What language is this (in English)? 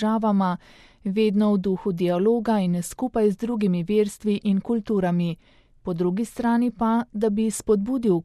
Slovenian